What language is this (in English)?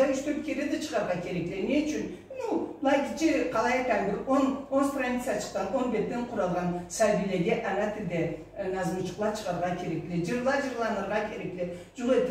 Karachay-Balkar